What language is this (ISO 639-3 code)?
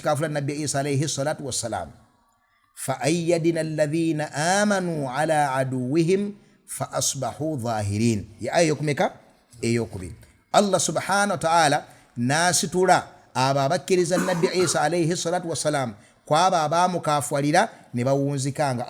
lug